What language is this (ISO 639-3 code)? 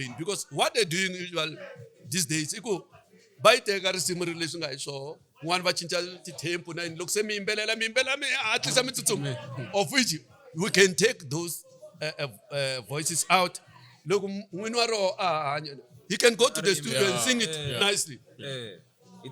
tso